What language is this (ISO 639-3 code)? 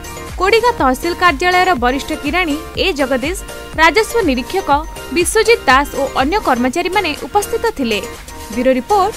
ori